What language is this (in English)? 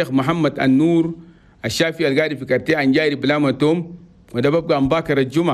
Chadian Arabic